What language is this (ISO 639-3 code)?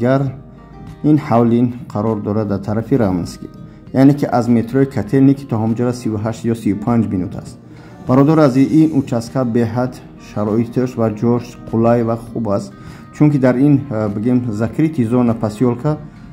tgk